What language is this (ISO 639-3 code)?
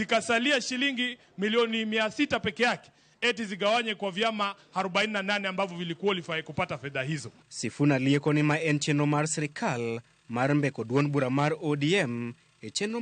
luo